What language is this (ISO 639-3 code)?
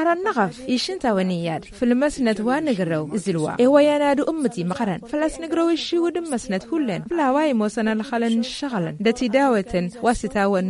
taq